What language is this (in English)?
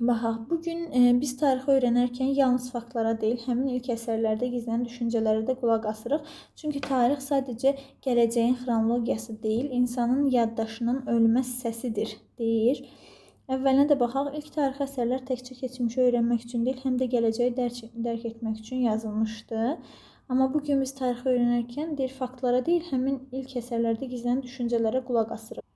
Azerbaijani